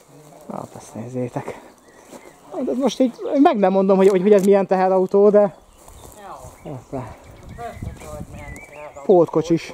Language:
Hungarian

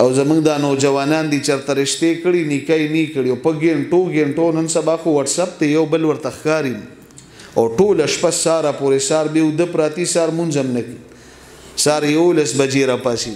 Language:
Pashto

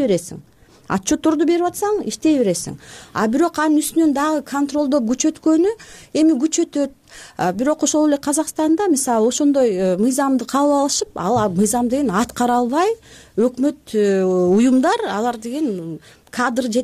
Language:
Kyrgyz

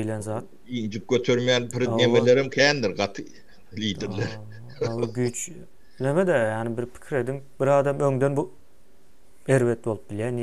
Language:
Turkmen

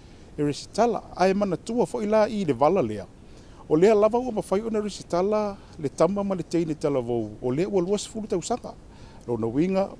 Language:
Samoan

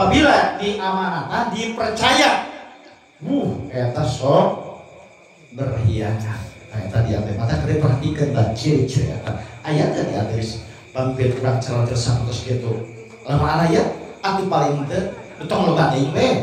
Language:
Sundanese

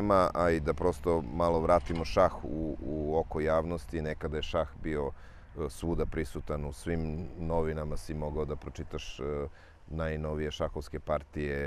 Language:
Serbian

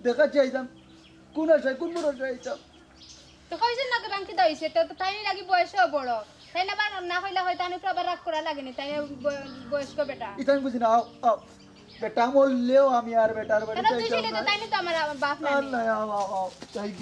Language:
Sylheti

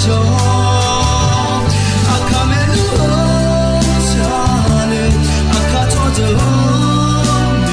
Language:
Akha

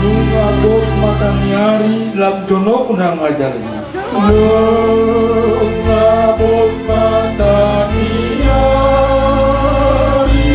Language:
Batak Toba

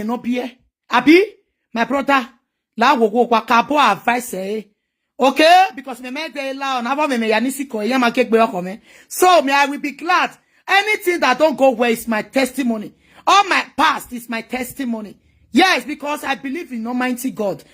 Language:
Nigerian Pidgin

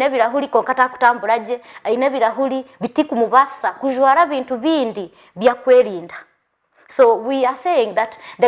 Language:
Nyankole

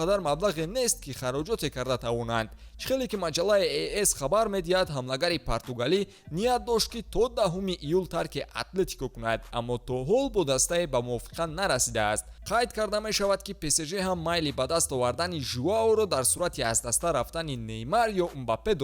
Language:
Tajik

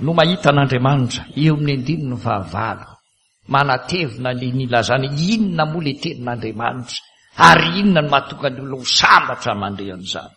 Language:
Malagasy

